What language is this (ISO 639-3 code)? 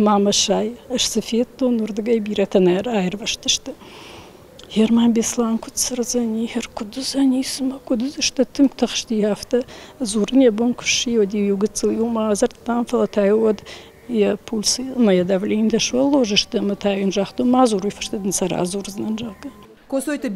oss